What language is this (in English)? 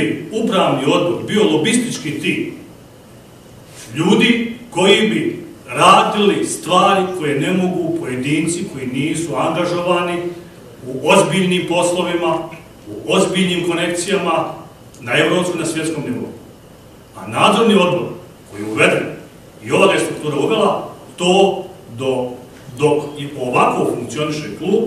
Bosnian